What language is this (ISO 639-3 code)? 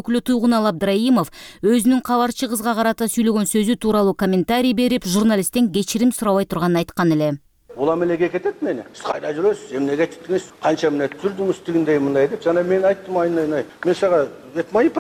kir